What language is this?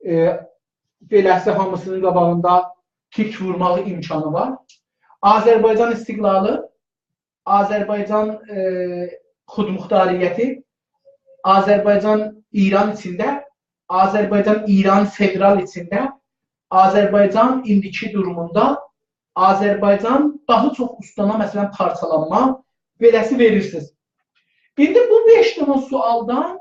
South Azerbaijani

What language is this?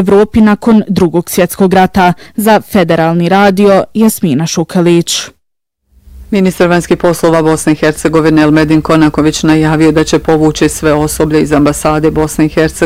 Bosnian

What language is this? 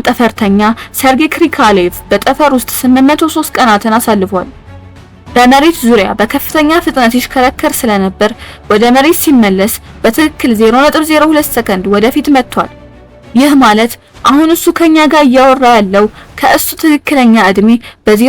Amharic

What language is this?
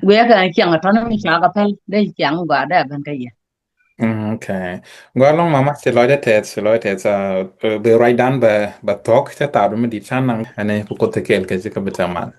Nuer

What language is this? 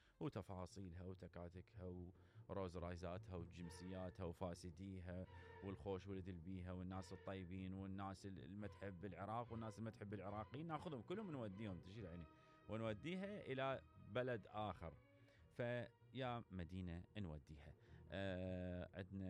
Mesopotamian Arabic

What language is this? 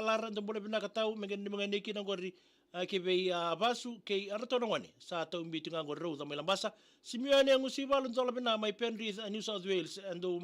Fijian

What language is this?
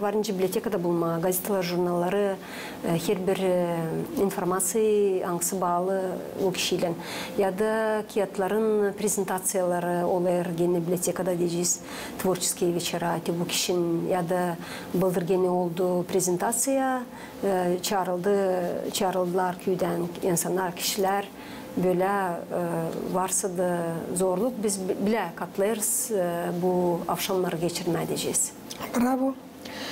Gagauz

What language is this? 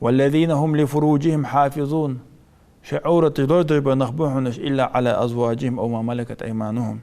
Ingush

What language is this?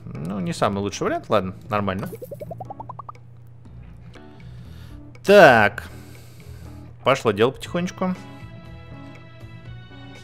Russian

